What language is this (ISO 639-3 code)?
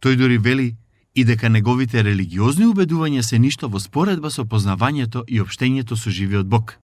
mkd